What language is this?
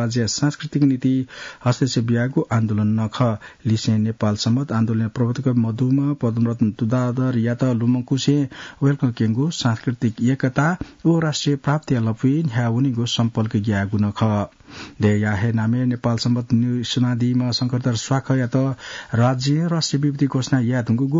Newari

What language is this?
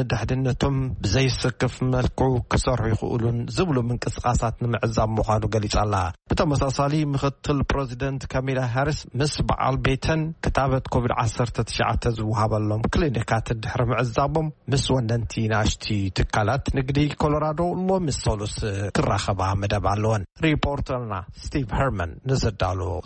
Tigrinya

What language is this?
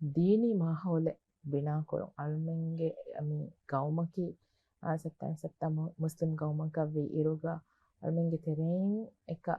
Divehi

